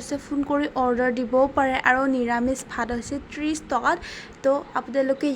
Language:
Assamese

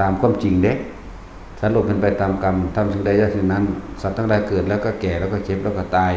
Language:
Northeastern Thai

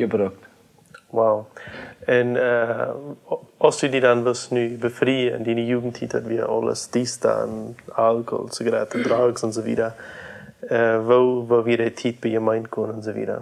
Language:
Plautdietsch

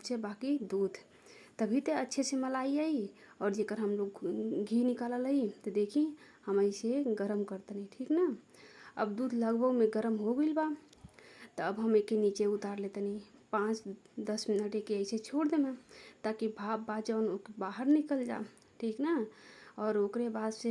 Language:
Bhojpuri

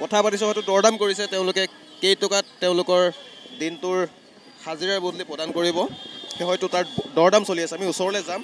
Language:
Assamese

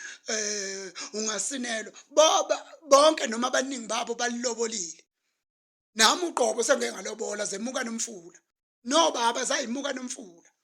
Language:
Zulu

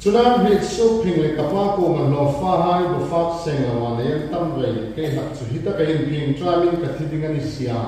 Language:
Hmar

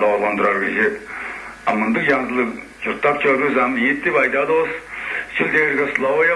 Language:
Tuvinian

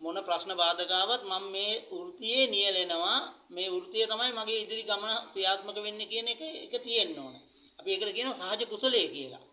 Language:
Sinhala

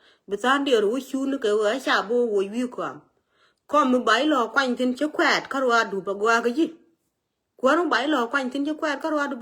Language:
Nuer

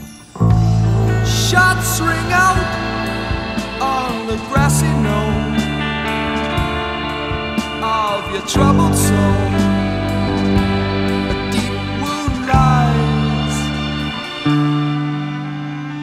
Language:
English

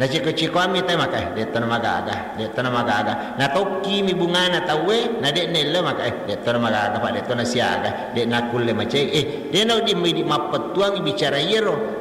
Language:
Buginese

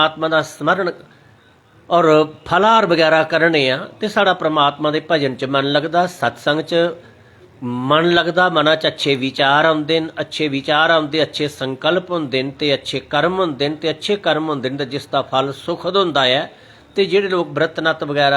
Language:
Dogri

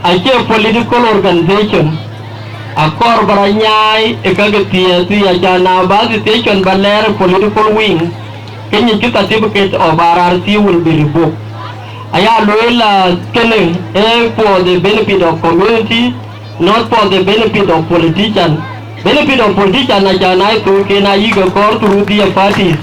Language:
Dinka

